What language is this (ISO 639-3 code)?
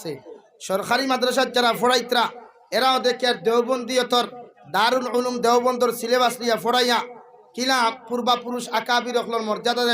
syl